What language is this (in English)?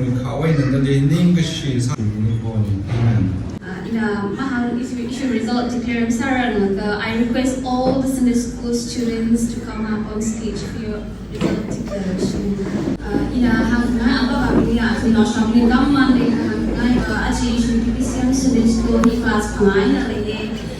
Tangkhul Naga (India)